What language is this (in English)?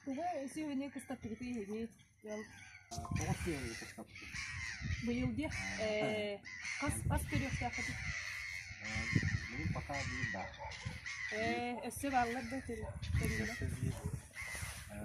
Yakut